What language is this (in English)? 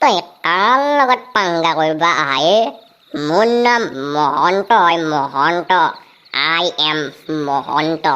Assamese